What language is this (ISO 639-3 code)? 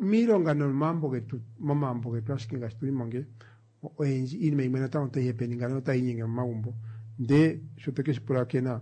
kua